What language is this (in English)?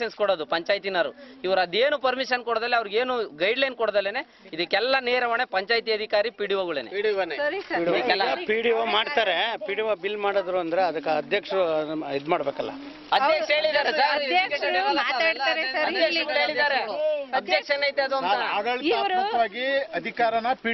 Kannada